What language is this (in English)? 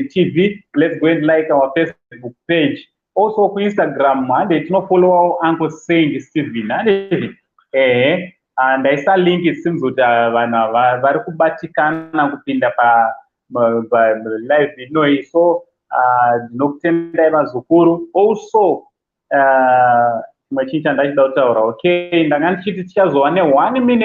Shona